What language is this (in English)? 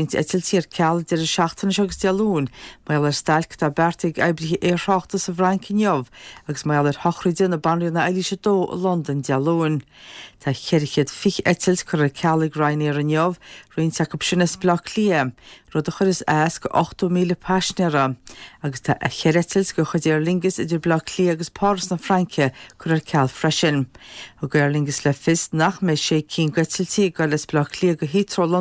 Irish